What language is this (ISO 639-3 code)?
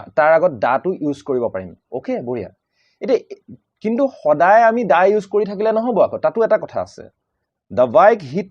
asm